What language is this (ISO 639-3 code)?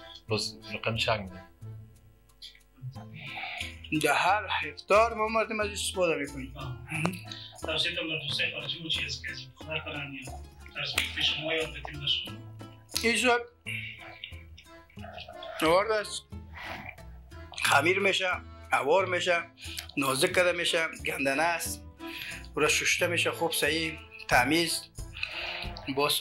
fas